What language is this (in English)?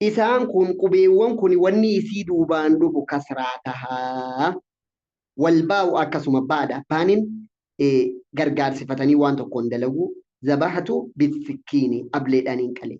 Oromo